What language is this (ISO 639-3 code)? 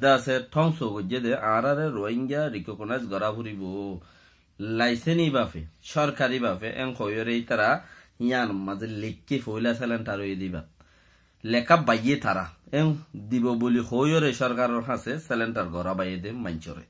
rhg